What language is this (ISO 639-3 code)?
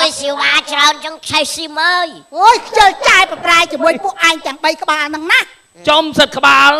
khm